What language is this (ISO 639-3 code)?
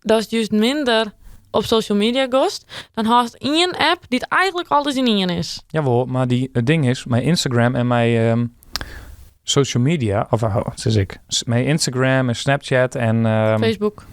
fry